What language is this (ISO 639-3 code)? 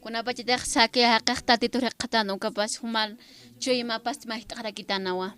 aym